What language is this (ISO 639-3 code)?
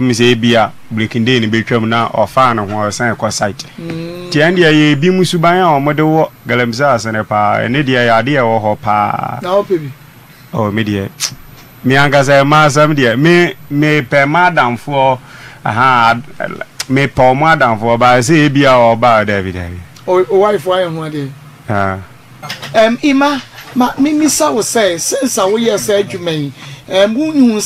aka